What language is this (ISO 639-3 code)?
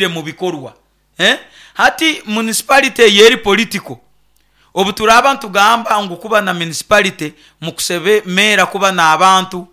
nyo